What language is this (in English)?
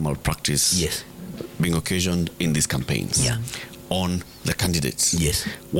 Swahili